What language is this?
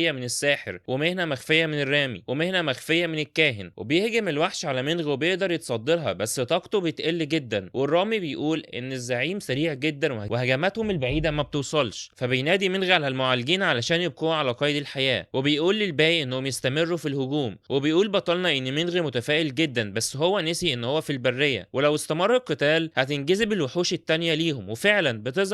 Egyptian Arabic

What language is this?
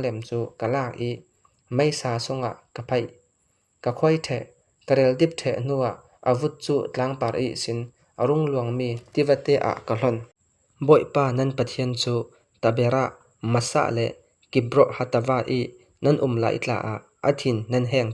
Falam Chin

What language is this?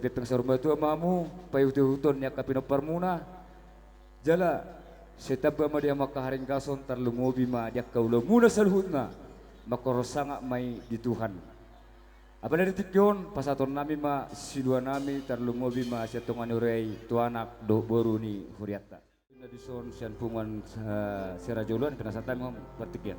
Batak Toba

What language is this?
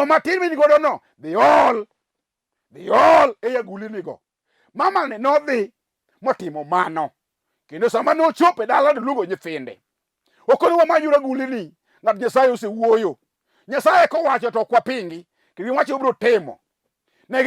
Luo (Kenya and Tanzania)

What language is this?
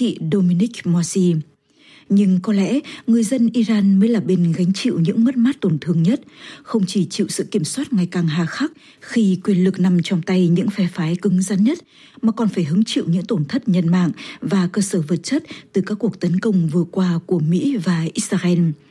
Vietnamese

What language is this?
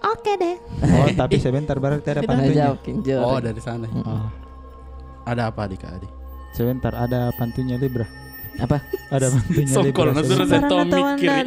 Makassar Malay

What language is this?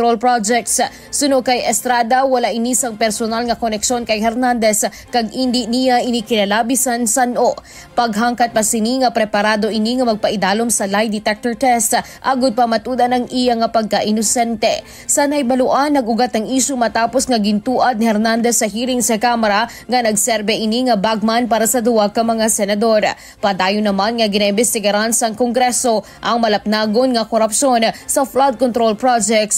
Hiligaynon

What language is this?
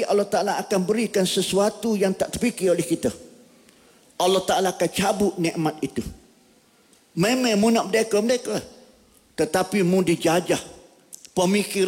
Malay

